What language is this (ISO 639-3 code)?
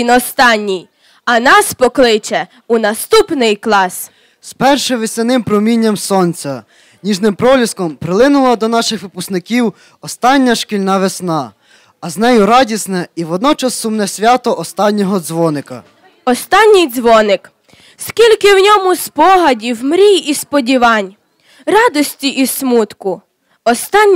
ukr